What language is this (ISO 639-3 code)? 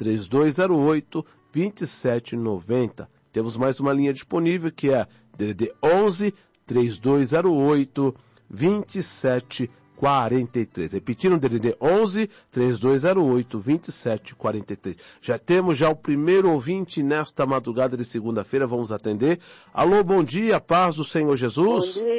por